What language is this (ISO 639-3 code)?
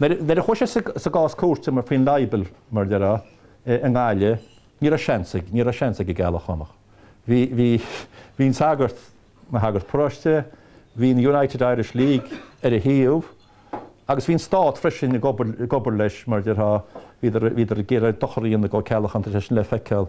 gle